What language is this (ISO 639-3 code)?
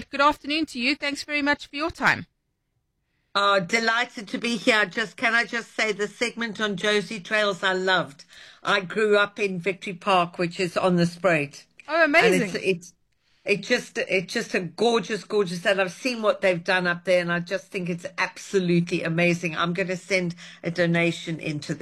eng